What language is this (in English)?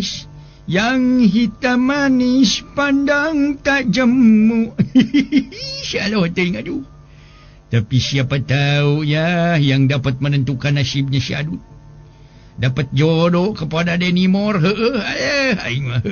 Sundanese